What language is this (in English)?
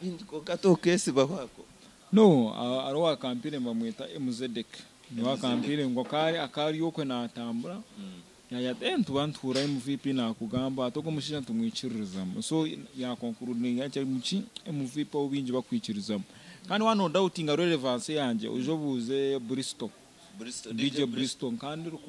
Nyankole